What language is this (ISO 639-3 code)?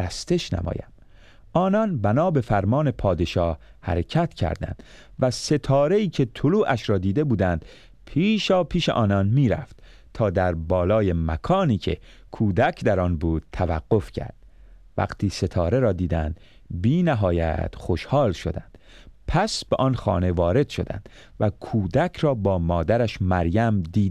fas